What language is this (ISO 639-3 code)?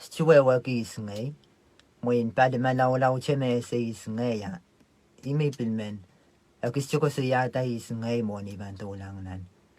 pon